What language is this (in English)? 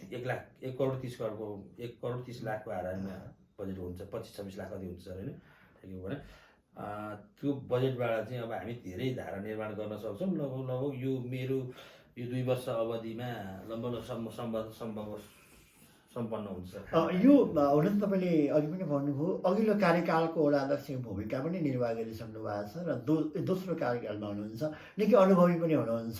Nepali